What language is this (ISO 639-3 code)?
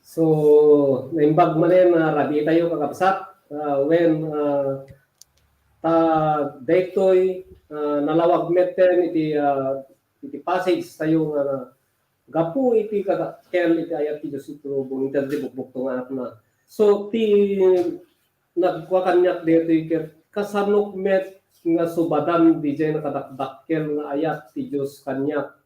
ilo